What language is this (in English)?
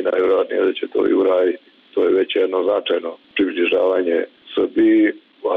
Bosnian